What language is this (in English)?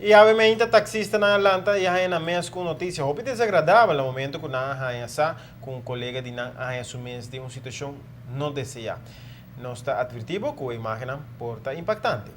Papiamento